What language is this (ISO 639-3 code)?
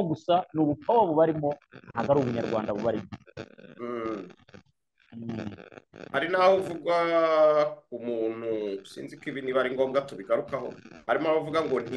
kin